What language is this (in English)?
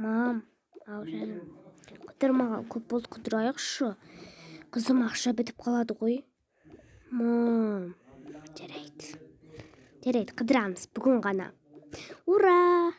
Kazakh